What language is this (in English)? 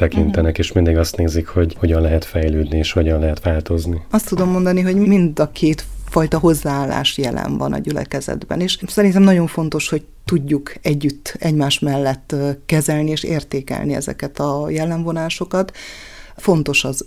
Hungarian